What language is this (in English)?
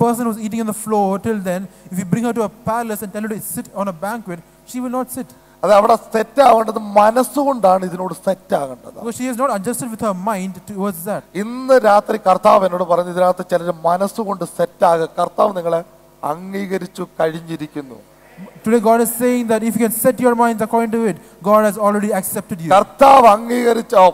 Malayalam